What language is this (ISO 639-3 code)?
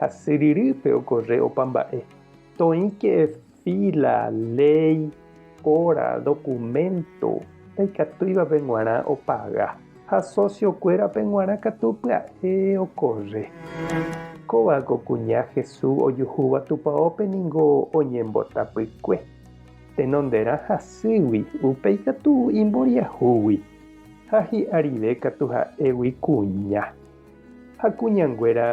grn